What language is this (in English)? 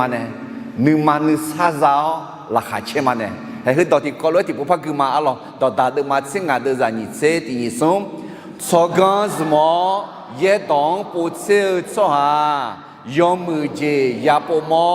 Akha